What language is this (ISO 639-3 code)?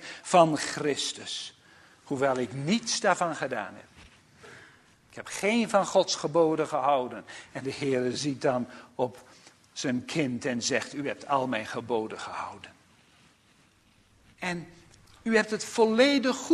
nld